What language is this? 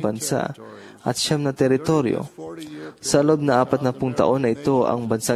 Filipino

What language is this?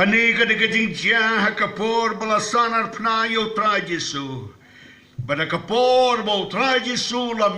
Khasi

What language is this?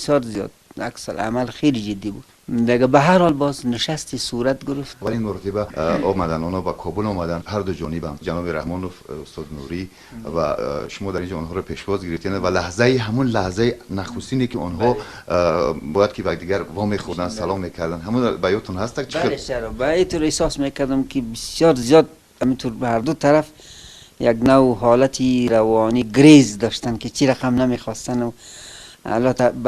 Persian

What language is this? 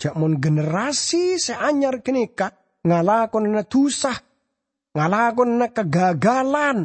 Madurese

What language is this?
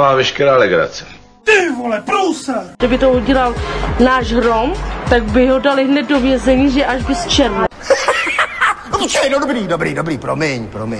Czech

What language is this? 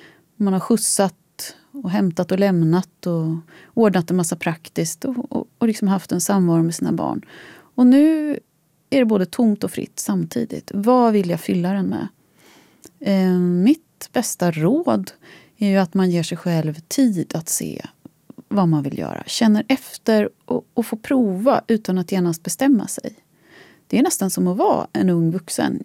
Swedish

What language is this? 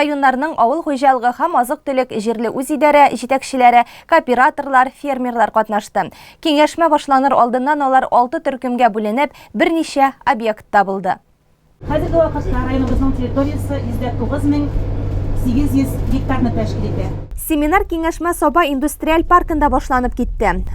Tatar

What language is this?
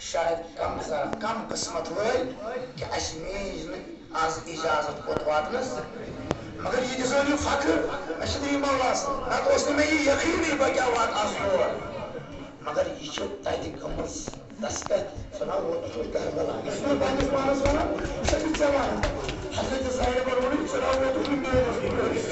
Kashmiri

